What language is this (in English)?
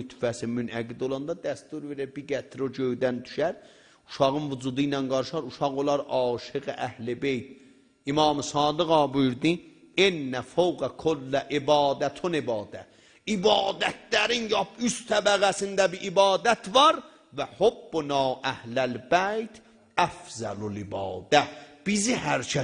South Azerbaijani